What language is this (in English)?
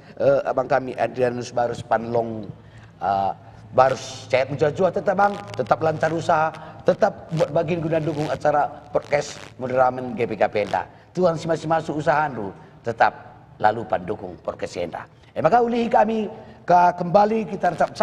Batak Karo